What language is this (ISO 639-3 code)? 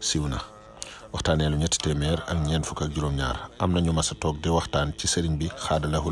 wol